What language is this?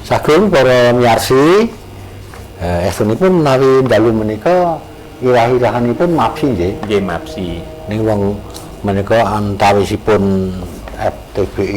Javanese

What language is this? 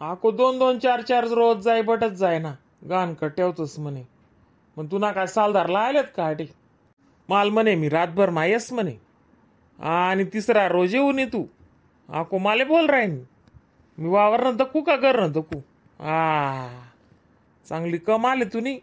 Khandesi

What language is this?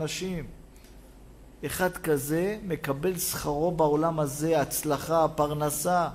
Hebrew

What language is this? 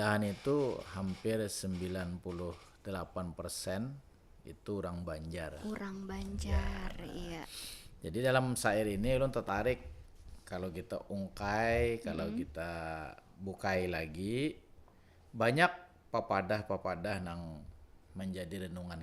Banjar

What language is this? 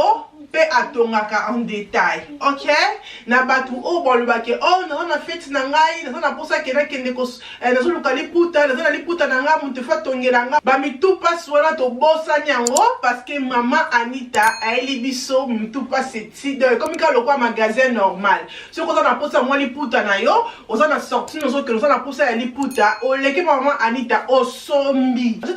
Lingala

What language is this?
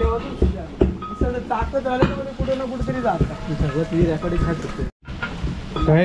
Marathi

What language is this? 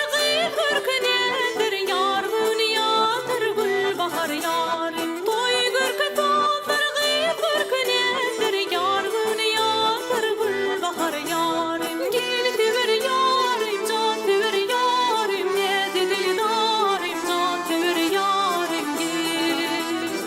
Turkmen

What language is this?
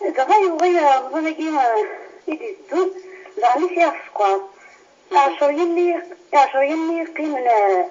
Kabyle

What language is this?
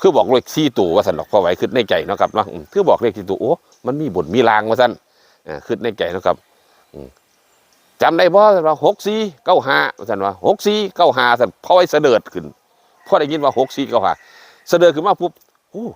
Northeastern Thai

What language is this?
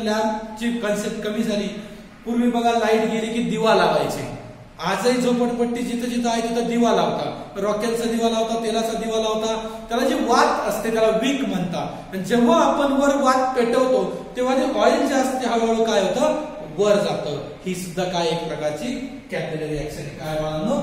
Marathi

